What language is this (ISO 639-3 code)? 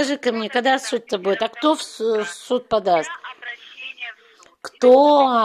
rus